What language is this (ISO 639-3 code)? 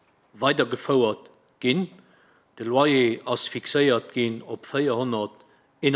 ltz